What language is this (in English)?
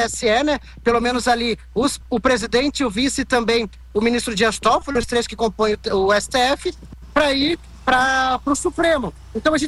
Portuguese